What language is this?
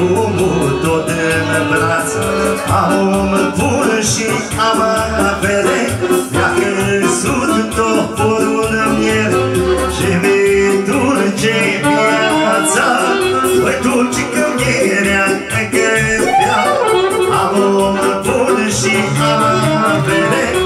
Romanian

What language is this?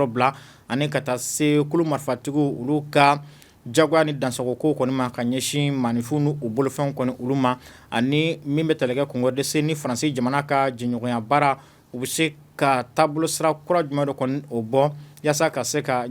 Bambara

